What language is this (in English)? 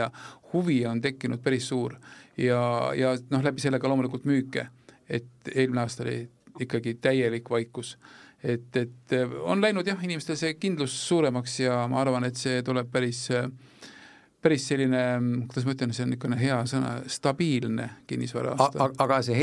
Estonian